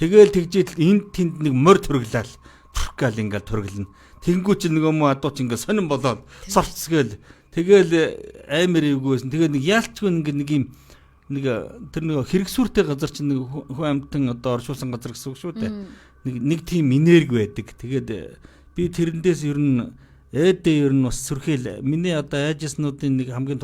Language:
Mongolian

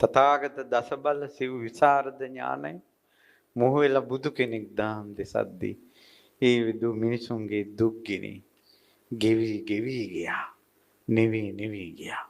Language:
Sinhala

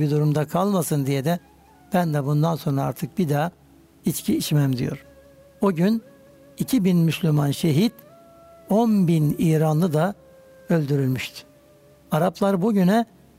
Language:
Turkish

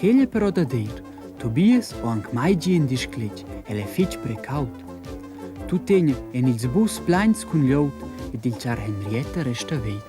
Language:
Romansh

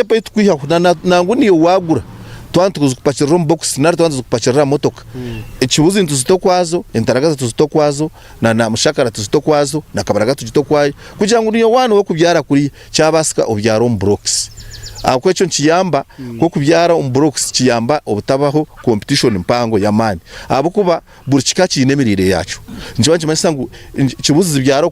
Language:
Nyankole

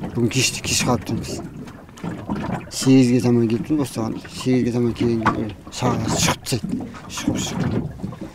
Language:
Kazakh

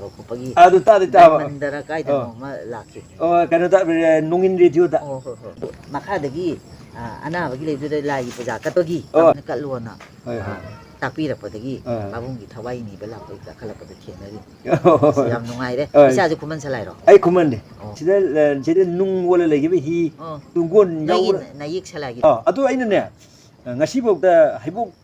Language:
Manipuri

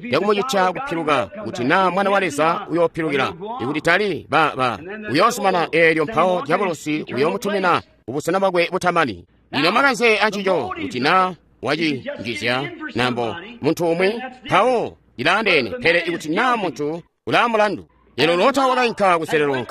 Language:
Tonga (Zambia)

